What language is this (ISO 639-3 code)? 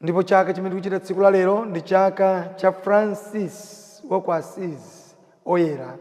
nya